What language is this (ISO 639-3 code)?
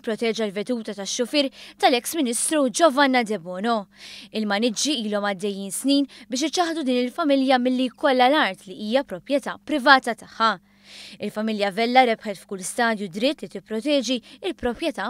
mlt